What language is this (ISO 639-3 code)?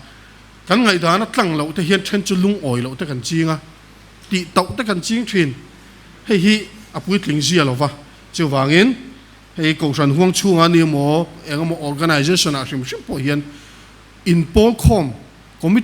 lus